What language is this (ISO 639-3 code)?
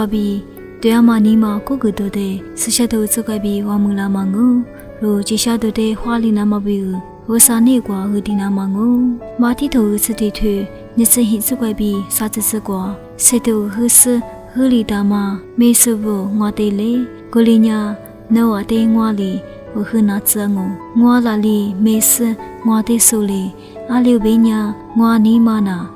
lis